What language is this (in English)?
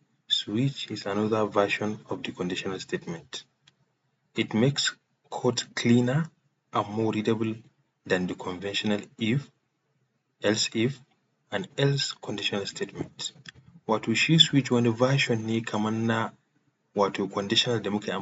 Hausa